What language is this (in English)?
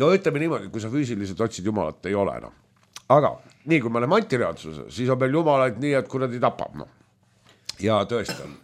Estonian